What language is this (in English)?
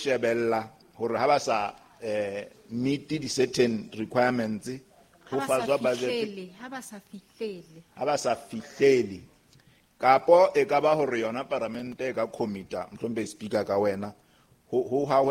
Southern Sotho